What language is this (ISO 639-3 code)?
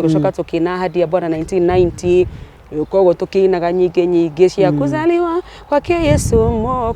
kik